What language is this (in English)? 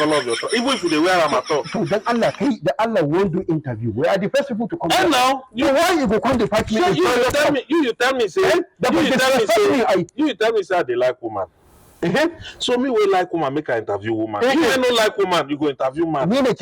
Nigerian Pidgin